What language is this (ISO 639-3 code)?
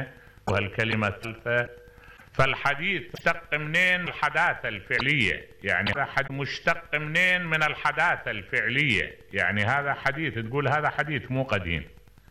acm